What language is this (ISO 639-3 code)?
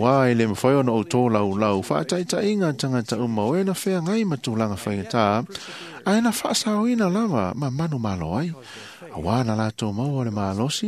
smo